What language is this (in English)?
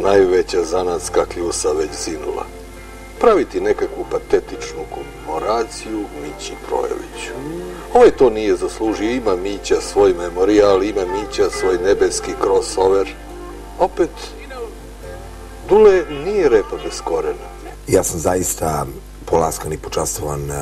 Serbian